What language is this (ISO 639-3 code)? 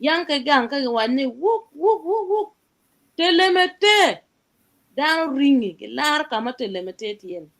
ach